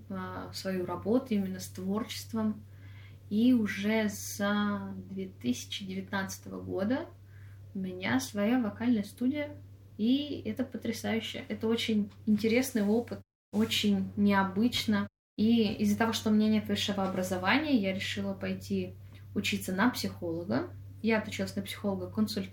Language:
Russian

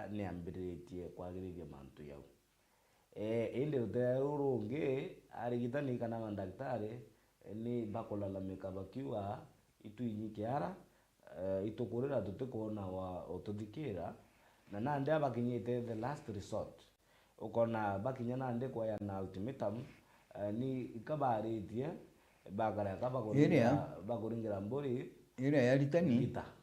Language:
Meru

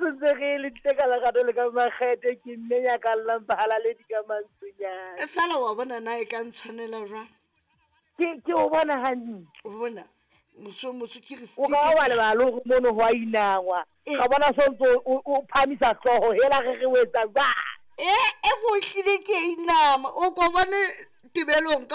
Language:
Southern Sotho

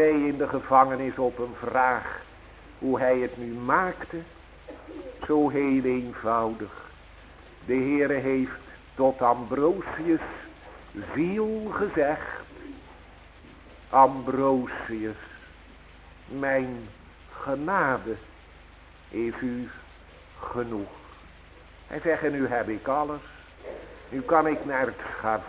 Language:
Dutch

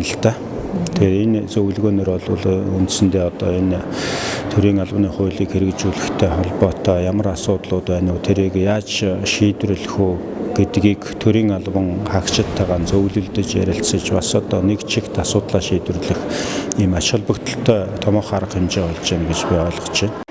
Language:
Mongolian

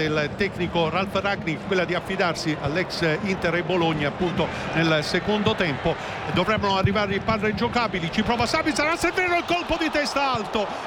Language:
Italian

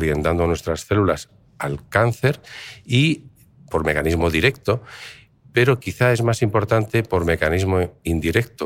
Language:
Spanish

